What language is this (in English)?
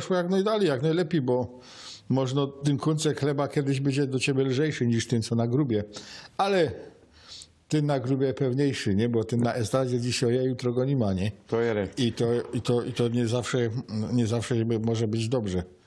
Silesian